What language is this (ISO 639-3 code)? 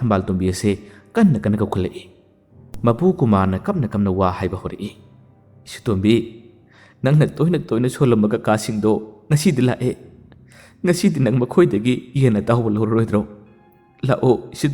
mni